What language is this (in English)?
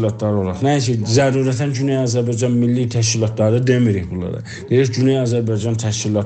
South Azerbaijani